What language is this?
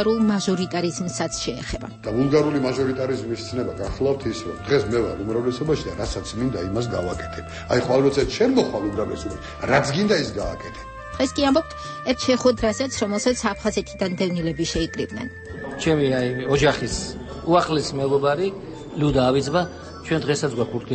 Georgian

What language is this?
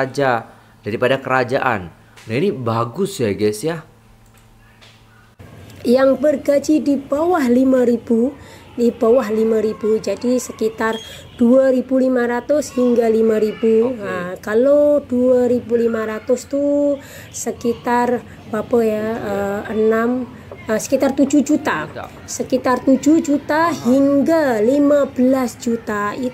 Indonesian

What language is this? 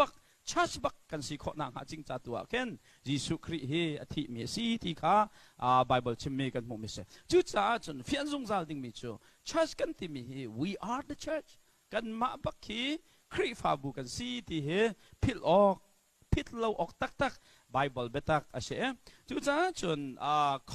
Hakha Chin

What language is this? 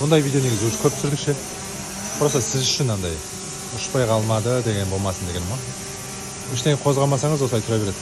Kazakh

